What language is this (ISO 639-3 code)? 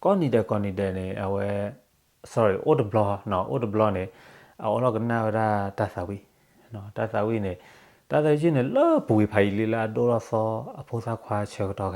ksw